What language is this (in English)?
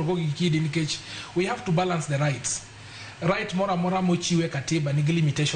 Luo (Kenya and Tanzania)